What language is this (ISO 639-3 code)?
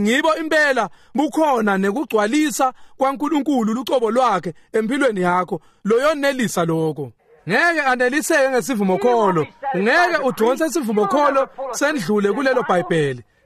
ssw